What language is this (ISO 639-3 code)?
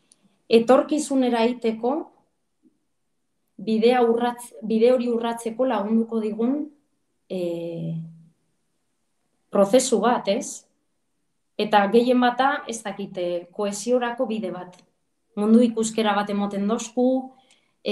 eus